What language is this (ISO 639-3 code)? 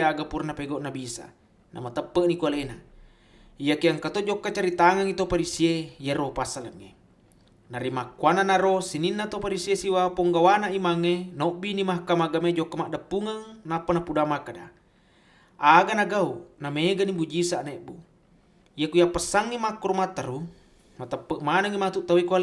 bug